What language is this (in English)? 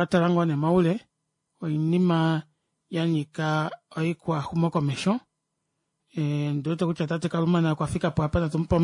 Kuanyama